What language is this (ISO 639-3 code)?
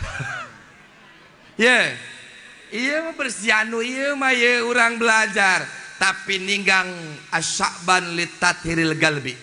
sun